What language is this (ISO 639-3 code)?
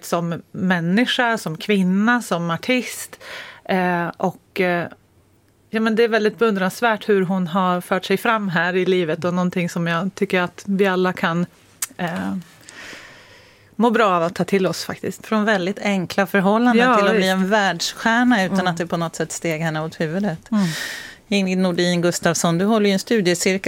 swe